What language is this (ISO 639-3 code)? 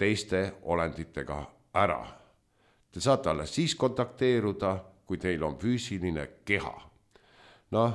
est